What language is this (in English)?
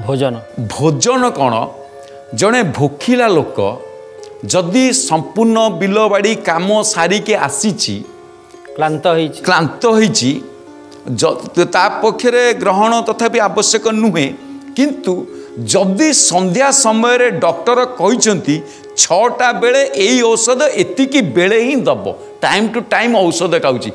Odia